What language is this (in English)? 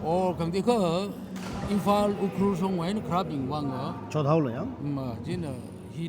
Tangkhul Naga (India)